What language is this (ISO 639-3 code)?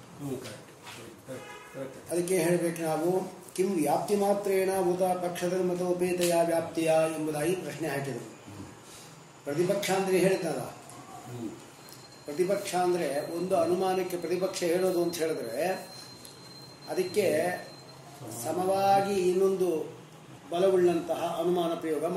kan